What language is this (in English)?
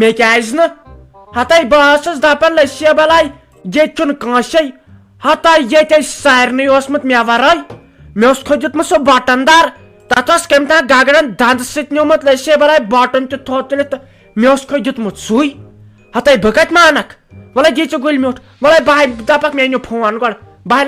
Kashmiri